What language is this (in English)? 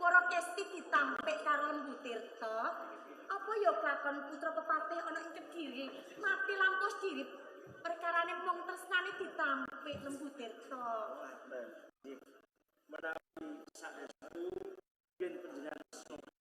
Javanese